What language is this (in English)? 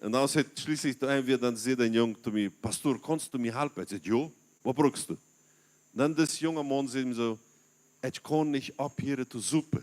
Plautdietsch